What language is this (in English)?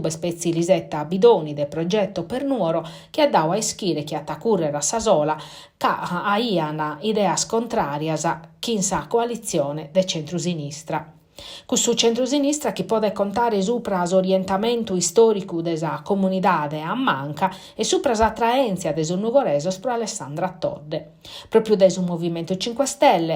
Sardinian